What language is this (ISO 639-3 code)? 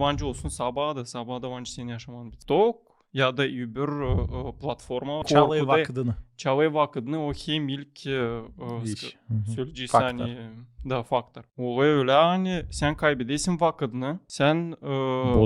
gag